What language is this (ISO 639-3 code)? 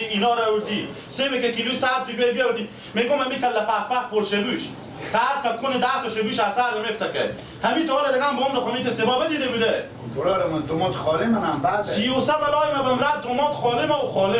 fas